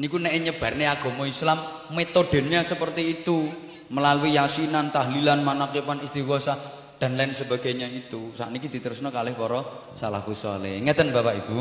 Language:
Javanese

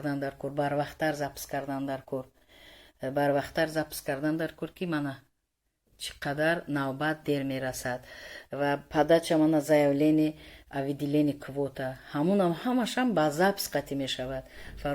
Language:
Tajik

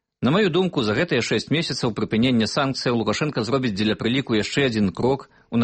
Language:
Belarusian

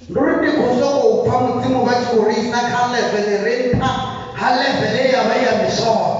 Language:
Venda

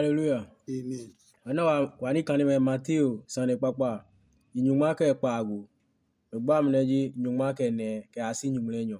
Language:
Adangme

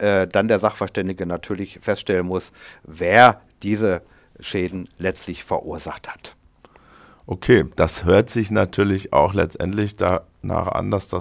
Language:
German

